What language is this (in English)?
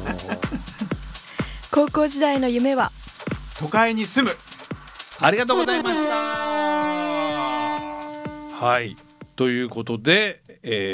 Japanese